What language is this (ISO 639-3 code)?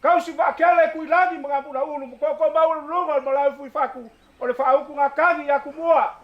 smo